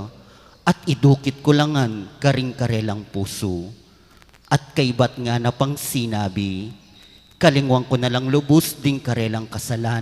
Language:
Pampanga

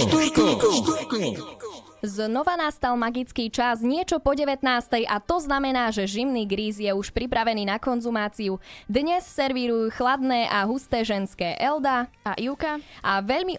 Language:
Slovak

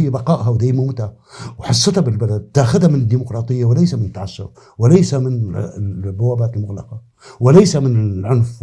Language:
North Levantine Arabic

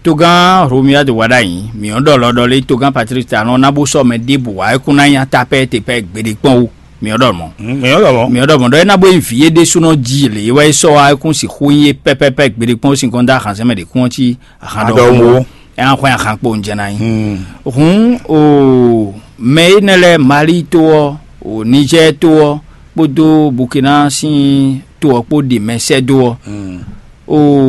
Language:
Fon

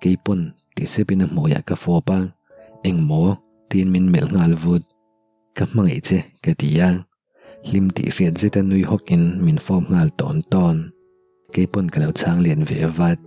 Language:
Mizo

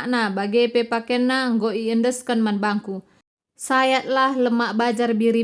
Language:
Batak Karo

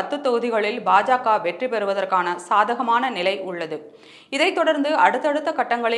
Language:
Tamil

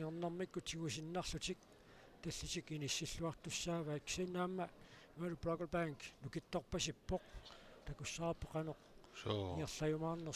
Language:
Kalaallisut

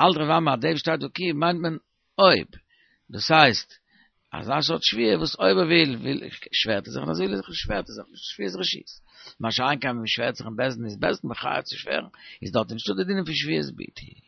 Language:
Yiddish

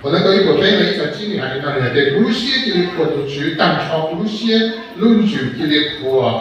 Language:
Hmong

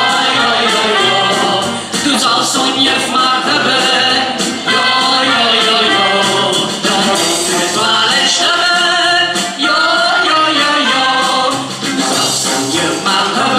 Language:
Limburgish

